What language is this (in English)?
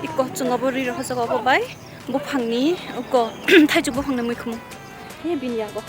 Kok Borok